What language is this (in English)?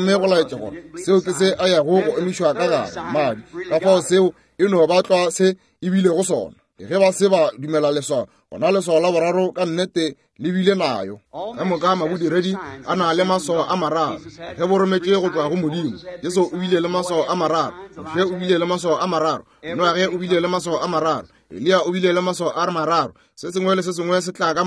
Northern Sotho